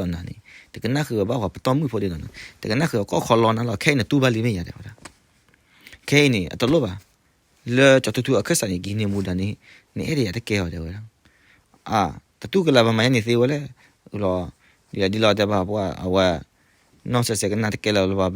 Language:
S'gaw Karen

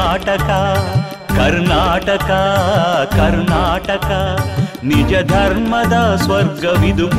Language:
Kannada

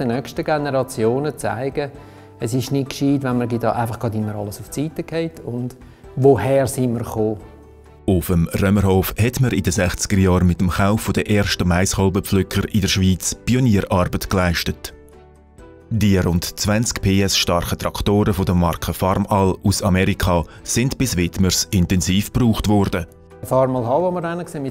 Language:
Swiss German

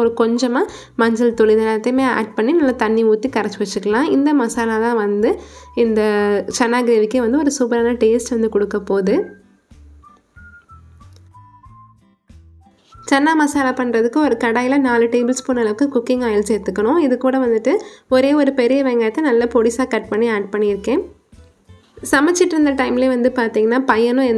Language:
Tamil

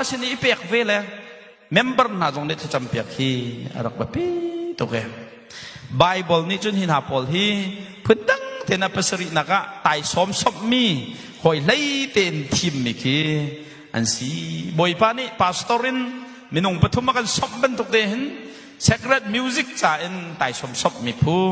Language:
Hakha Chin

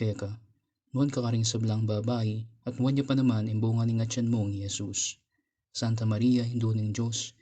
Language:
Pampanga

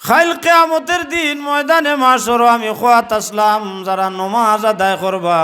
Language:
Sylheti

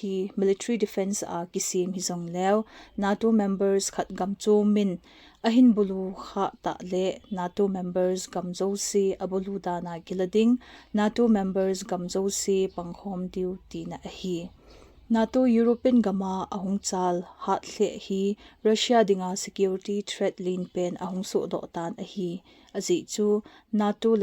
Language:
Thado Chin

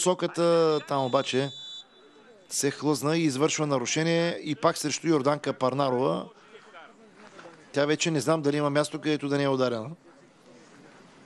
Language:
Bulgarian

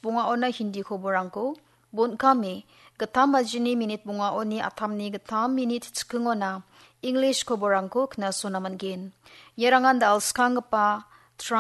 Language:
Garo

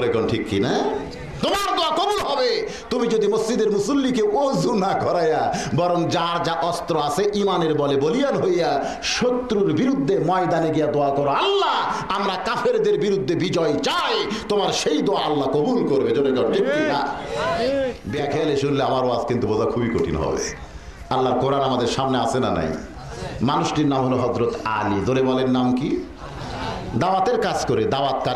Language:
Bangla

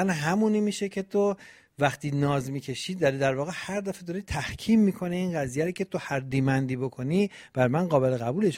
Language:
Persian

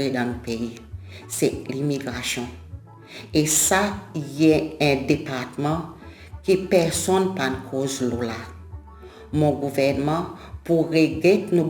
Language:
Seselwa Creole French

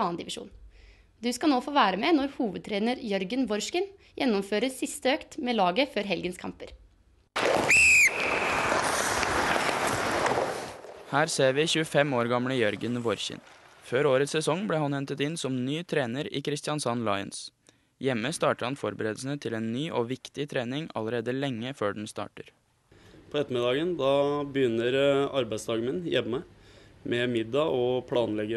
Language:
Norwegian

